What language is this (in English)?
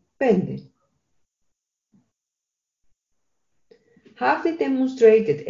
Greek